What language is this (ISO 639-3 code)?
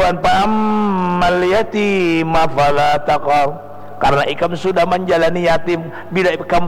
bjn